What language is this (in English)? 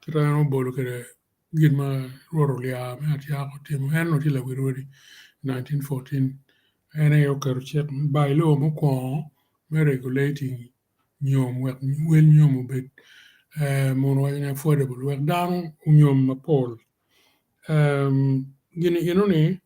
Acoli